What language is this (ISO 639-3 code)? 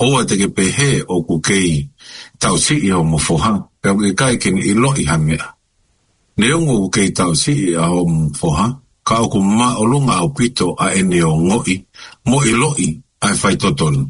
ton